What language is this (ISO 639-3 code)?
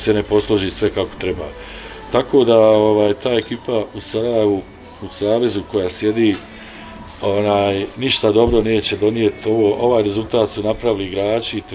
bos